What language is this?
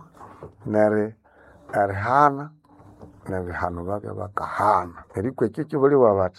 Nande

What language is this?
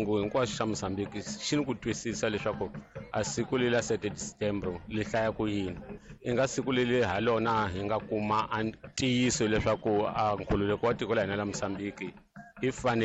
Tsonga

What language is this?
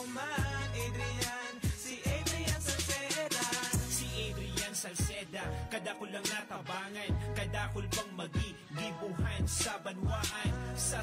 Bikol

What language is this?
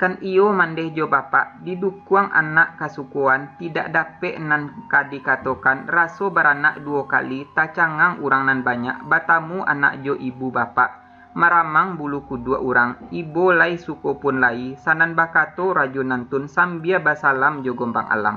Minangkabau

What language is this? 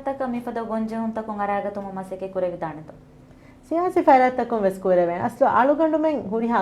Divehi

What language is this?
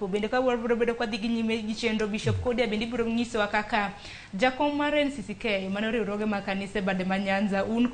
Luo (Kenya and Tanzania)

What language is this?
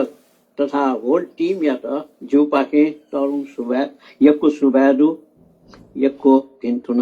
Newari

